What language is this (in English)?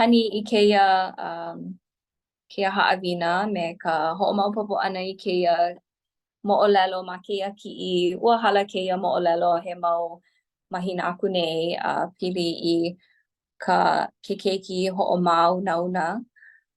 Hawaiian